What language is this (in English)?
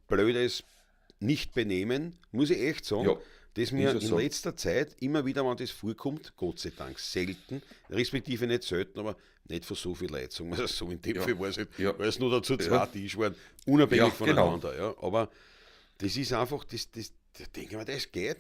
Bavarian